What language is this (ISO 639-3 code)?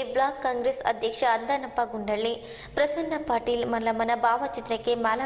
kan